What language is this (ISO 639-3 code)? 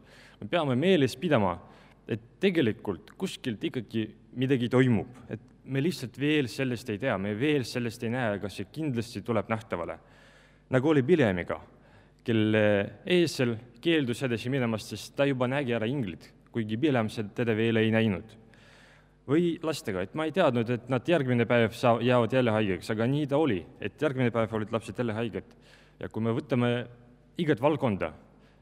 est